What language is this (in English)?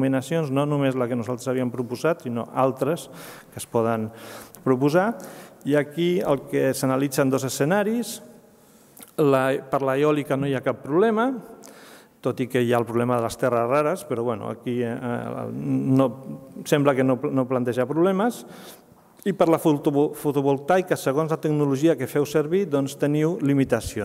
Catalan